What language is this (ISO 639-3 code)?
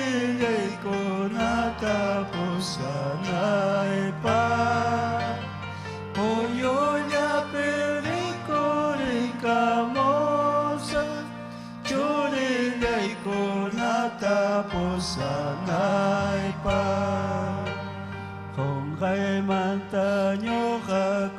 quy